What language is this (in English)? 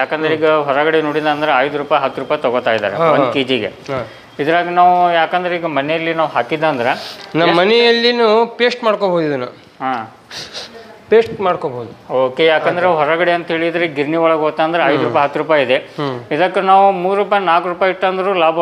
Kannada